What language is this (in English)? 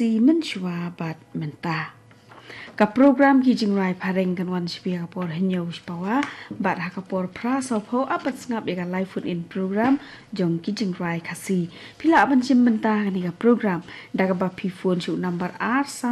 Khasi